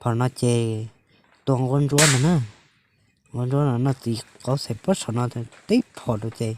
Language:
Hmong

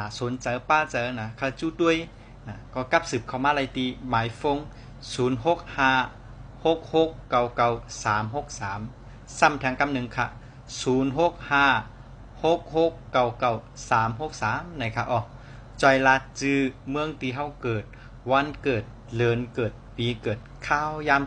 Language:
Shan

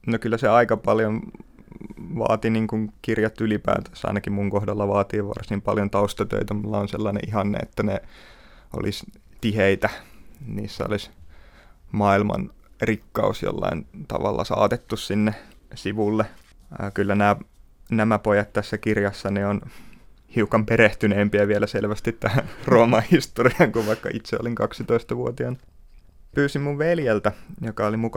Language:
Finnish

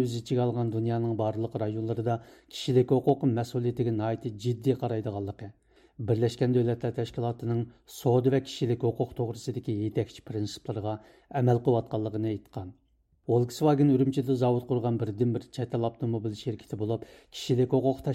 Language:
Uyghur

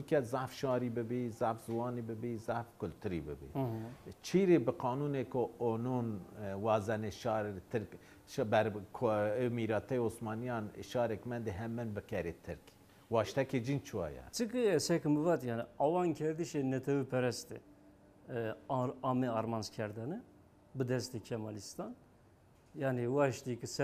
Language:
Zaza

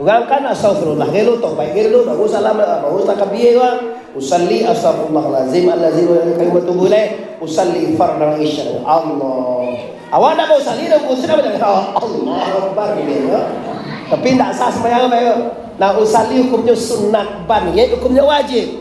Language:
Minangkabau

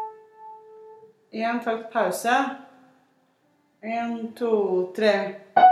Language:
Norwegian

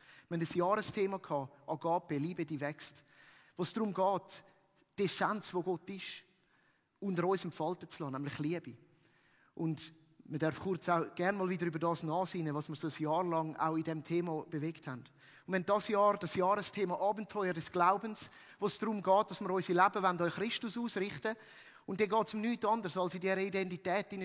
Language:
Swiss German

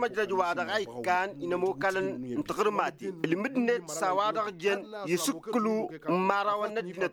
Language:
Tamasheq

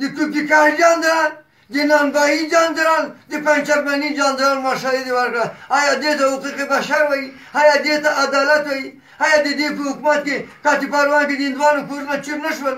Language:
Pashto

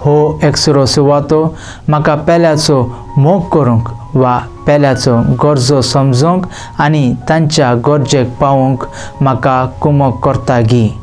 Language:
Konkani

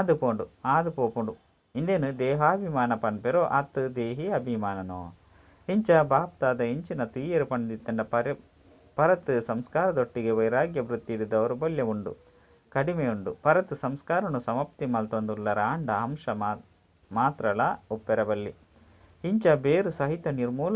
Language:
Tulu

